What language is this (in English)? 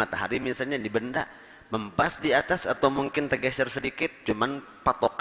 Banjar